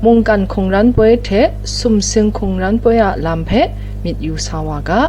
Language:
Kachin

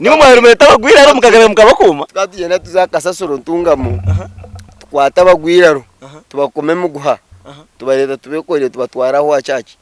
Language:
Nyankole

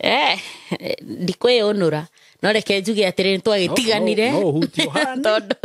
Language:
Kikuyu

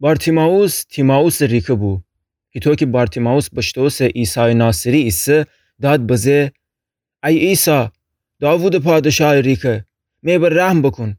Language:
Gilaki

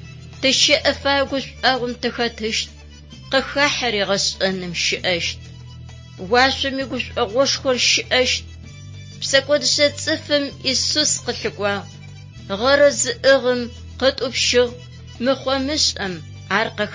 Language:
Adyghe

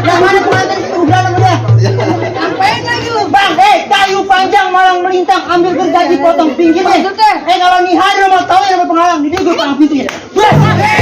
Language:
Betawi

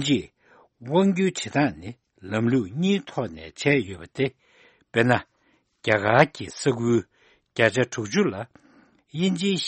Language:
Tibetan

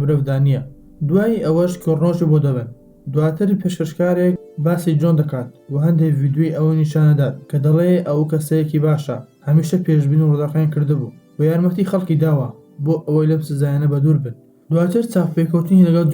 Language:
Central Kurdish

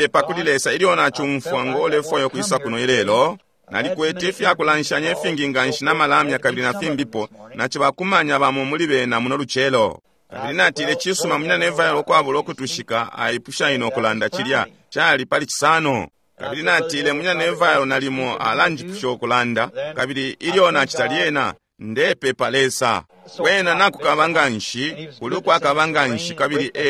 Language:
Bemba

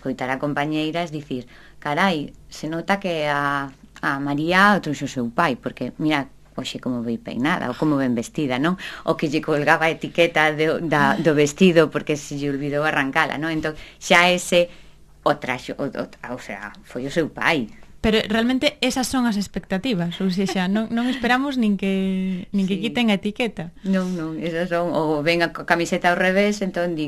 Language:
Galician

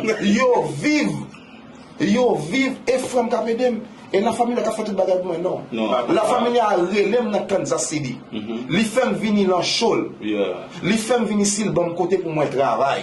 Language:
Haitian Creole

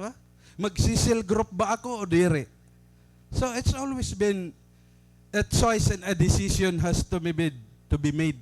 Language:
Waray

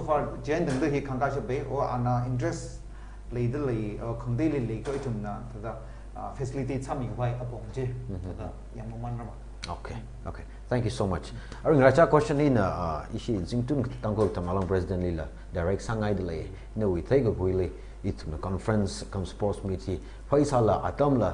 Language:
Tangkhul Naga (India)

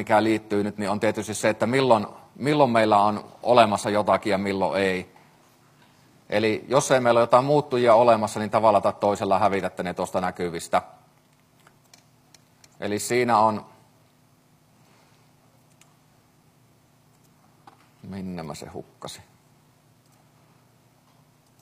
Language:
Finnish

